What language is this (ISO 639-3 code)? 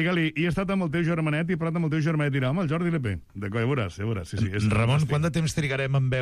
cat